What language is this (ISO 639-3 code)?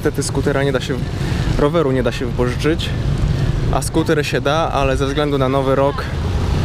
pol